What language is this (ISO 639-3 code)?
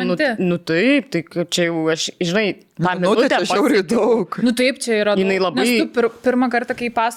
lit